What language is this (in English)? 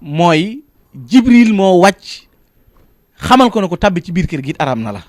Wolof